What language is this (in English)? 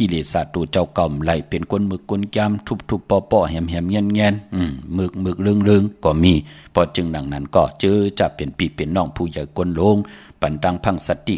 Shan